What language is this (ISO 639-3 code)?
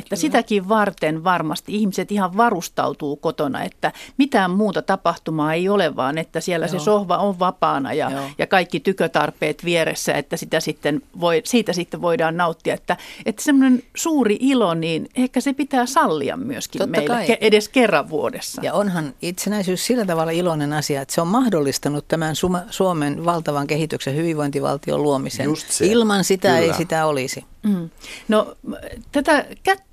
fin